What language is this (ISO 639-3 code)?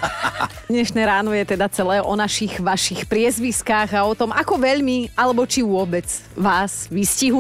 slk